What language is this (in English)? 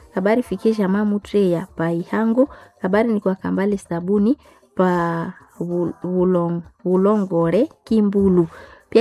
Swahili